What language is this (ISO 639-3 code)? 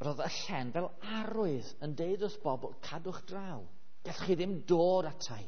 cym